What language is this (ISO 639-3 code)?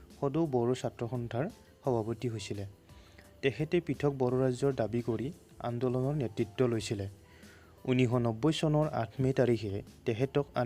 asm